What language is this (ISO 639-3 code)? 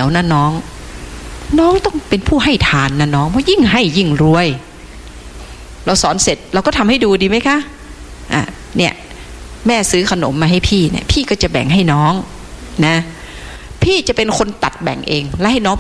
tha